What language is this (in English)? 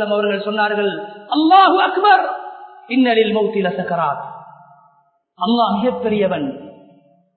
Tamil